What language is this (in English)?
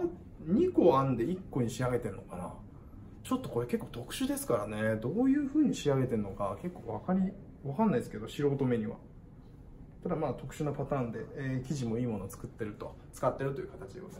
Japanese